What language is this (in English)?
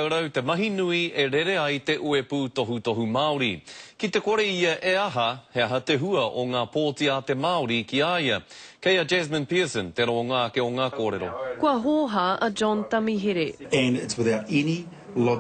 Māori